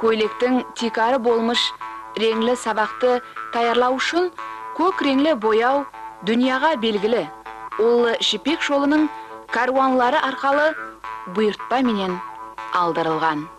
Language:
Kara-Kalpak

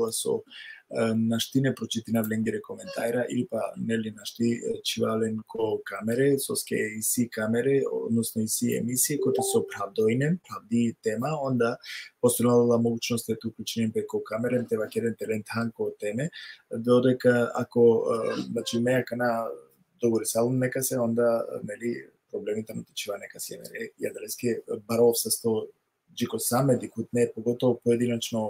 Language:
Balkan Romani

